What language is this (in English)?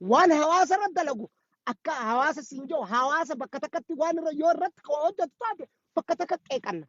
Oromo